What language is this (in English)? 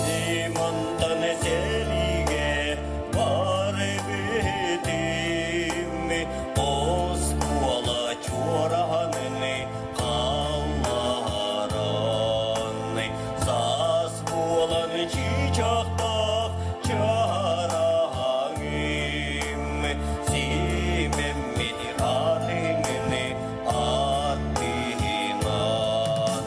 Yakut